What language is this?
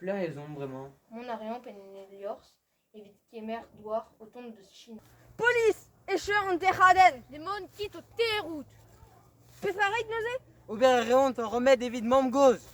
Breton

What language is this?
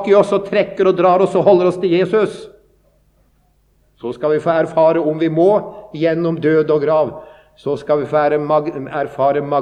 Norwegian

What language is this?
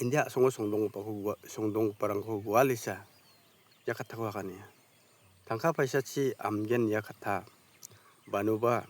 Garo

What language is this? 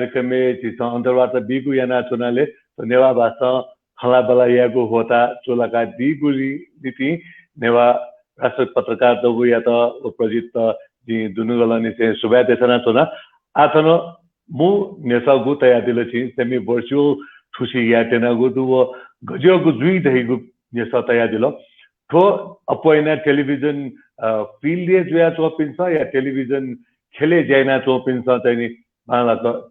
Newari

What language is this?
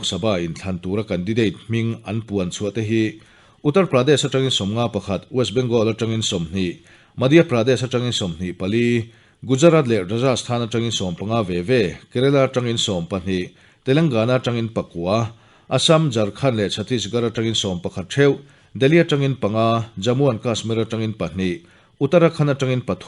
Mizo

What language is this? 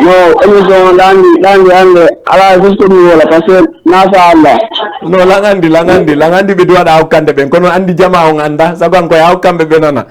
Fula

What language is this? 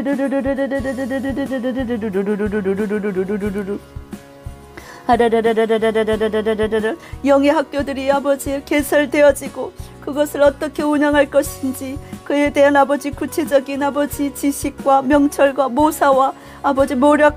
Korean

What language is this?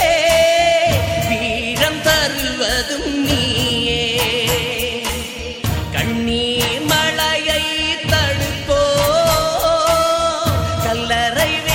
Tamil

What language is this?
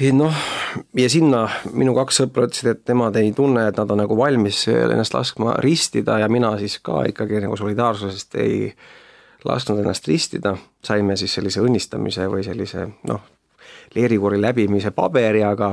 Estonian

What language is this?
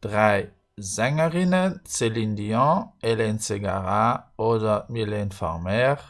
Luxembourgish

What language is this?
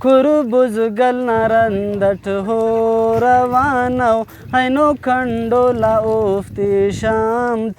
Brahui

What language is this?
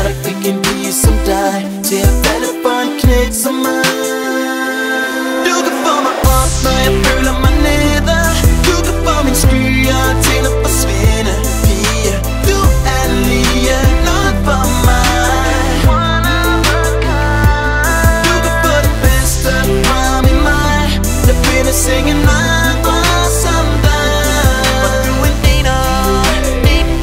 Danish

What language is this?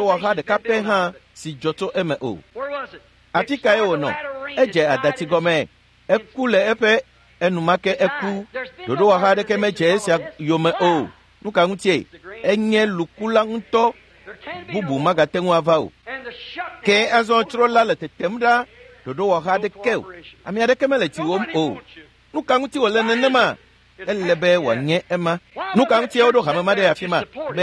Ewe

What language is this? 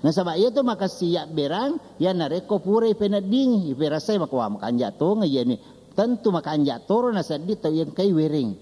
Buginese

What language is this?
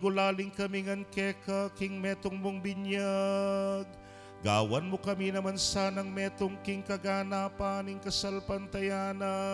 Pampanga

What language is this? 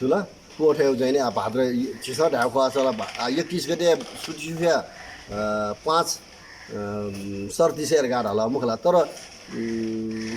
Newari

